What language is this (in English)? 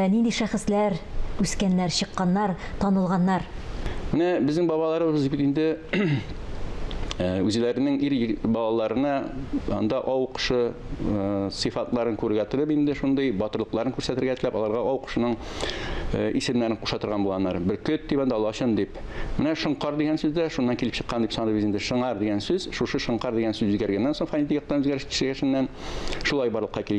Tatar